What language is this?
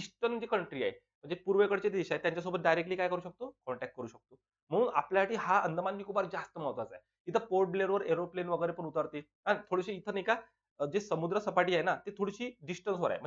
Marathi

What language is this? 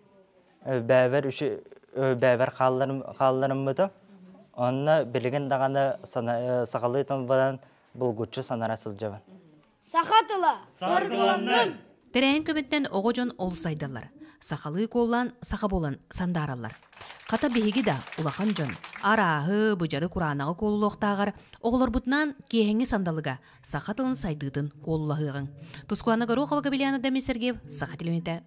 Yakut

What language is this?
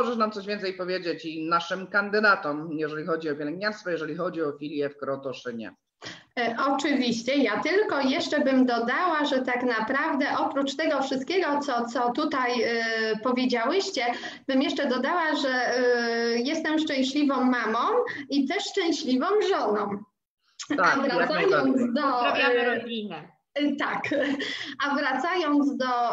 Polish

